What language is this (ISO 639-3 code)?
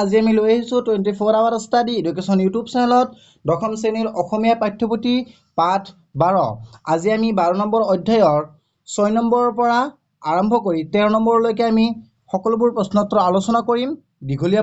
asm